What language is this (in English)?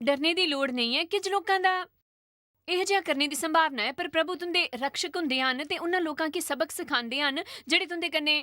Dogri